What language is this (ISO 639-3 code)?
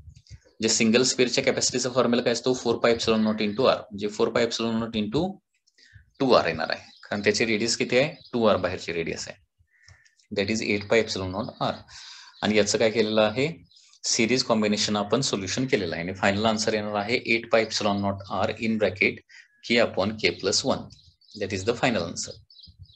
mar